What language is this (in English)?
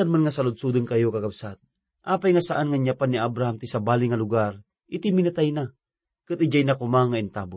Iloko